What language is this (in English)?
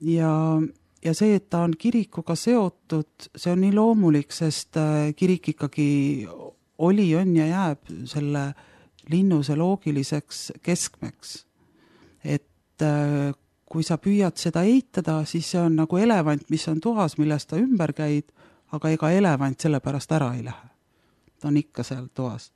Estonian